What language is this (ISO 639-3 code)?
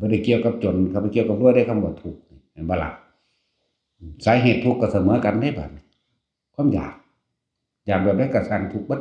tts